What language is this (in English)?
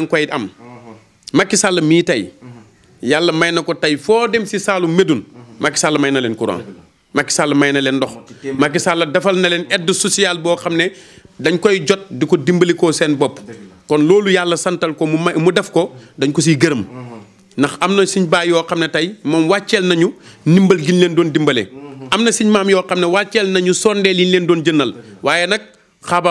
Wolof